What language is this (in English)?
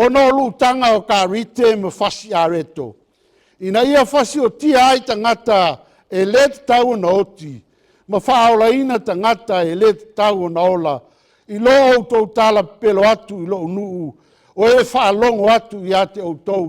Samoan